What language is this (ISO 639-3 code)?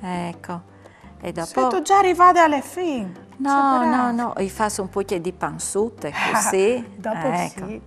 fur